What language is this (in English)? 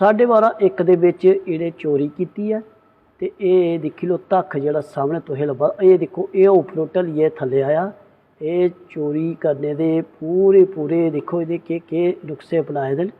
Dogri